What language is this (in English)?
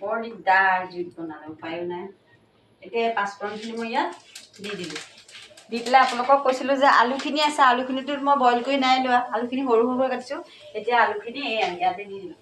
Assamese